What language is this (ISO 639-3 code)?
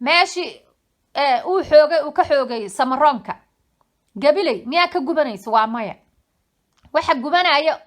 som